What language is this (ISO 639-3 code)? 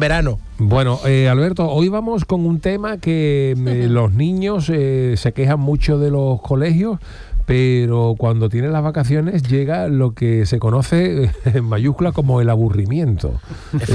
spa